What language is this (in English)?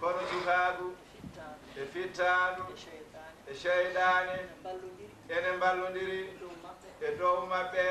Fula